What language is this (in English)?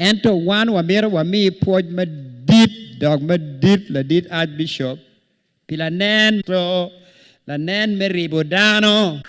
Acoli